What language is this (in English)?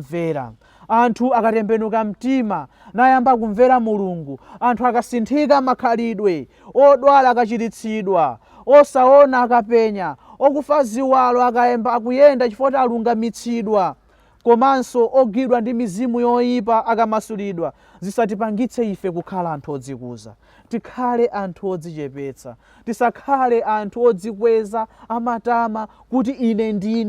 Nyanja